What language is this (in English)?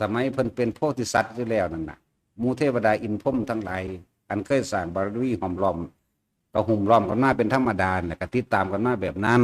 Northeastern Thai